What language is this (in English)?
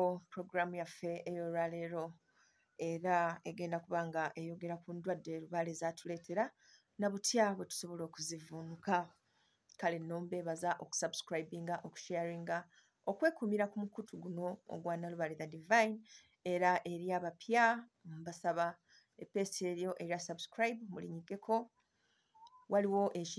Ganda